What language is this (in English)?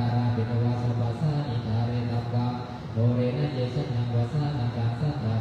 Pali